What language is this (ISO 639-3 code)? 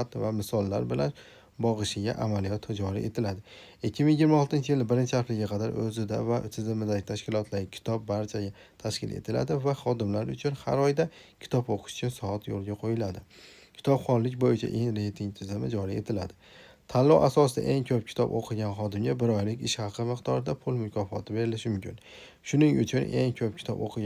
uzb